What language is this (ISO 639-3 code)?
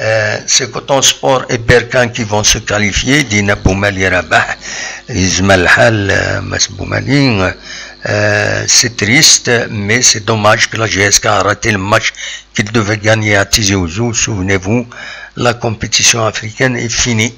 kab